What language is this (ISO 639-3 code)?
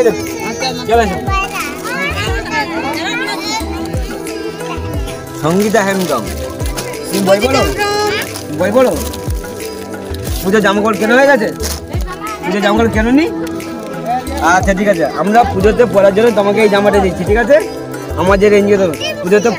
ben